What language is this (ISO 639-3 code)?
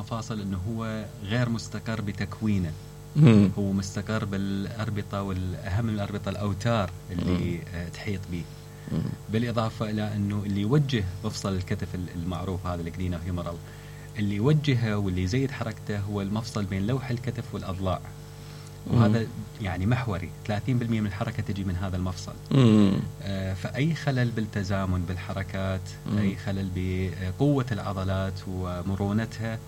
acm